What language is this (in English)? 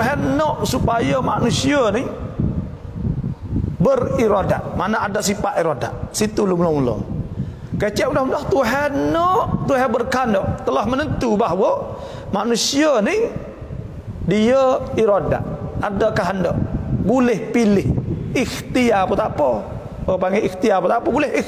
Malay